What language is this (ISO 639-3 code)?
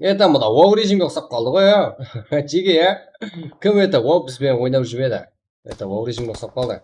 kaa